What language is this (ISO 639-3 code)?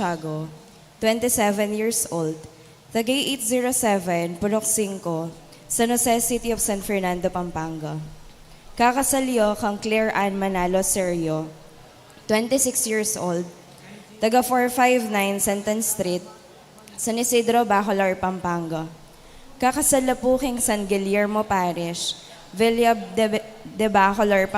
pam